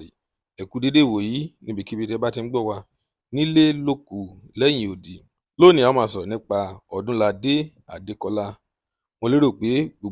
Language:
Yoruba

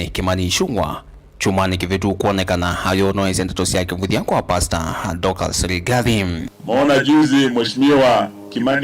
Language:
Kamba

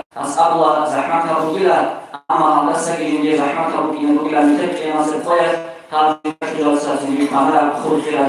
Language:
Avaric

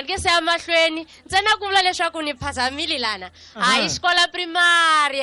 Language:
Tsonga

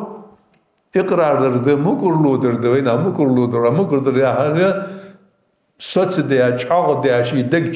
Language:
Ingush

